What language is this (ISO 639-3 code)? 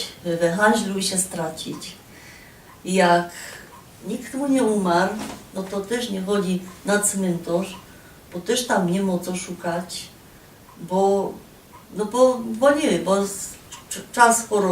szl